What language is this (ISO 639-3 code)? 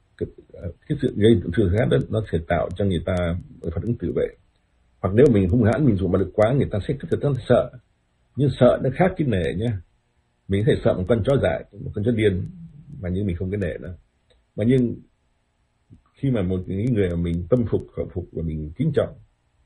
vie